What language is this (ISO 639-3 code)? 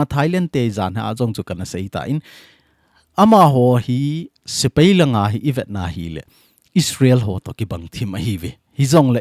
tcz